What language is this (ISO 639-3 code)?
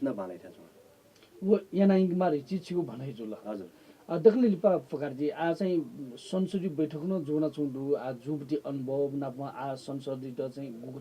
new